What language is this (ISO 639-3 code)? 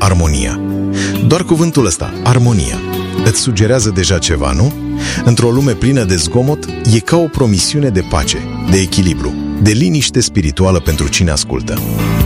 ron